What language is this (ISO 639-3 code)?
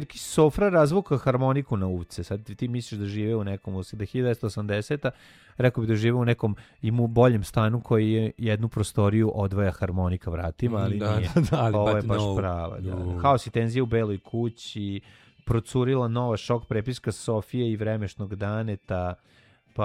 srp